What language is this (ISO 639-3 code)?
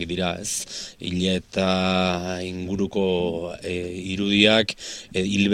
eus